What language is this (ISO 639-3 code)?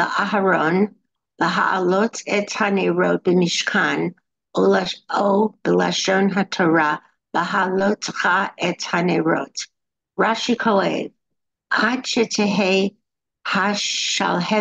heb